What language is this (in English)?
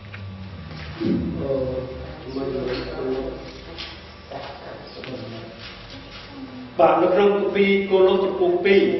Khmer